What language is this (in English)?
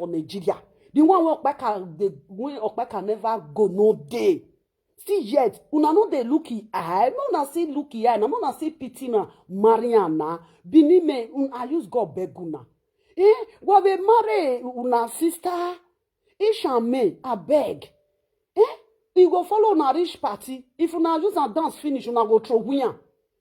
Nigerian Pidgin